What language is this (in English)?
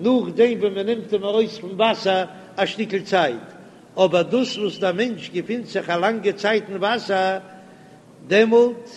Yiddish